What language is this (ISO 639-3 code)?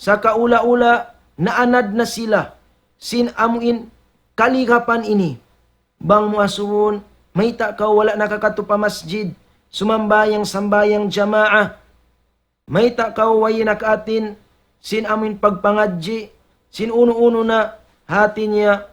tsg